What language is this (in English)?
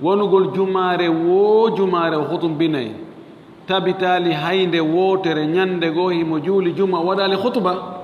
Fula